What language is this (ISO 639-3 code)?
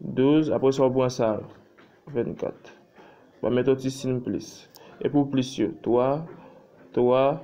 hat